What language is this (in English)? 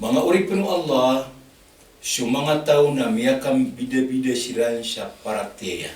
Maranao